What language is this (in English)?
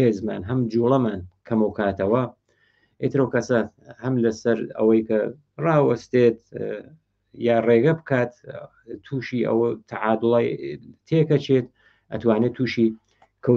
Central Kurdish